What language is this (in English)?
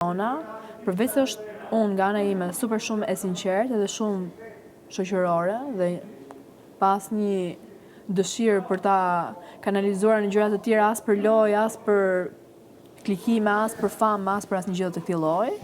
Albanian